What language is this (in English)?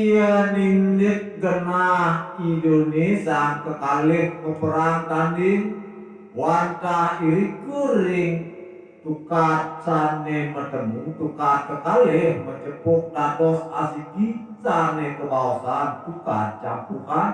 Balinese